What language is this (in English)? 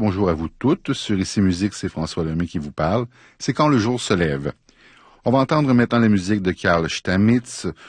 French